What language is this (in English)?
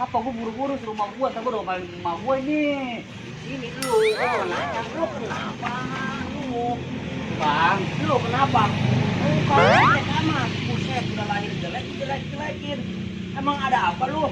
Betawi